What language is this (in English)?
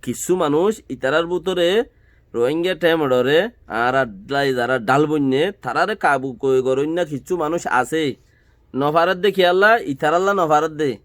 Rohingya